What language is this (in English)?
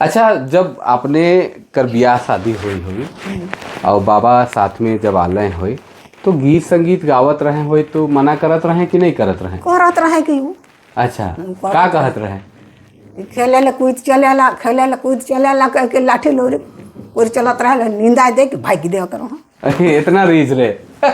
Sadri